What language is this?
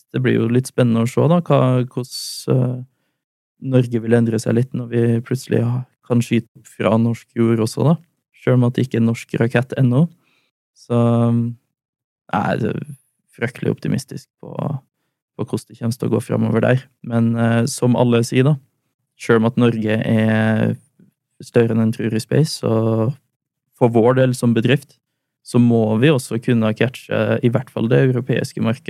Norwegian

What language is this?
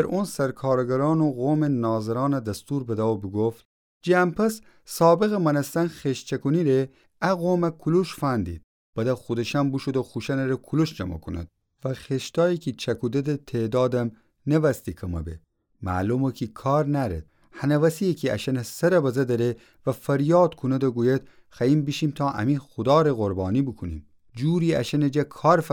Gilaki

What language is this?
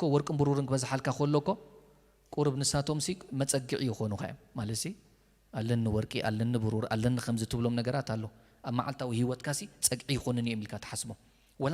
Tigrinya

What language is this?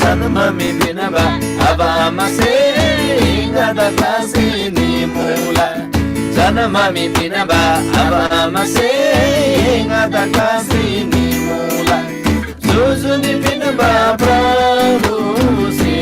Eastern Tamang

